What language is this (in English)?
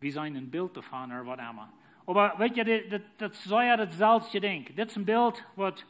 Plautdietsch